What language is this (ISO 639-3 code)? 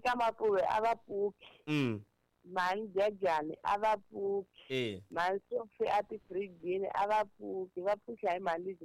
tso